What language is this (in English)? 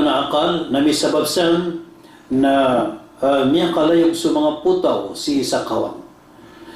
Maranao